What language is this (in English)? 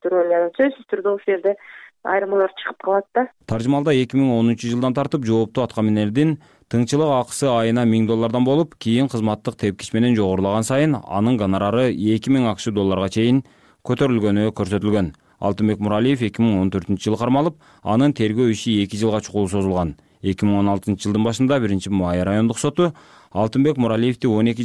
Kyrgyz